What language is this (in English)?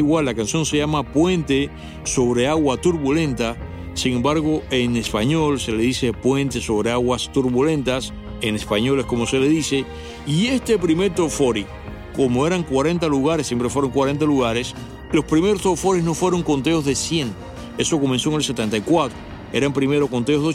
Spanish